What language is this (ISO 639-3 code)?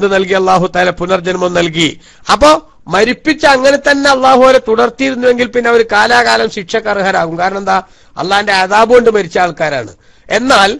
mal